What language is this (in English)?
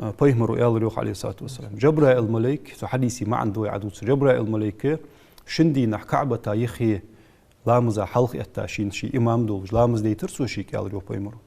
Ingush